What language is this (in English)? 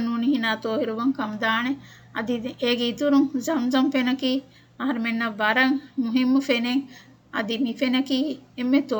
Divehi